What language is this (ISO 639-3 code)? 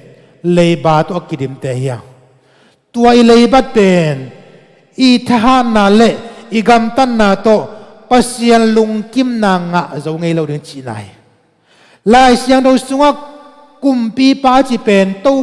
ctd